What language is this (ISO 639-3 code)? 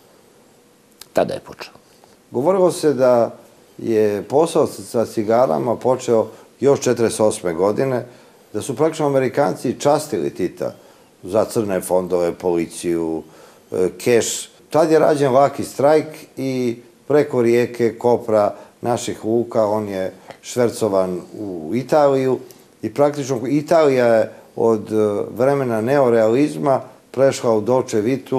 srp